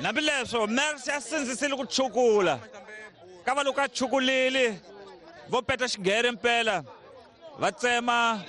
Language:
Tsonga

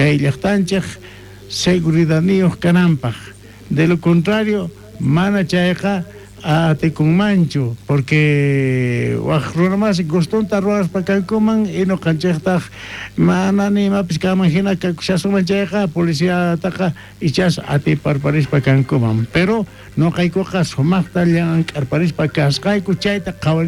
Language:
South Bolivian Quechua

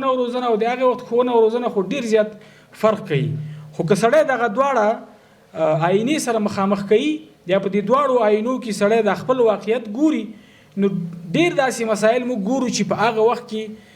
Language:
Pashto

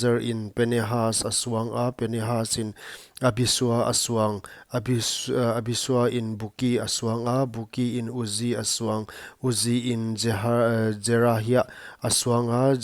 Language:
Paite Chin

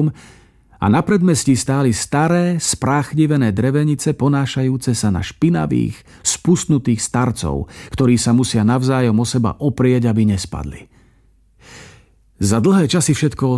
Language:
Slovak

